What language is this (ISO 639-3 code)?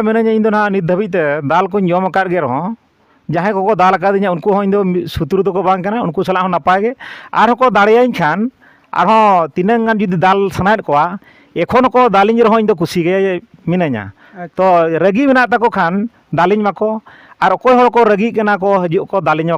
sat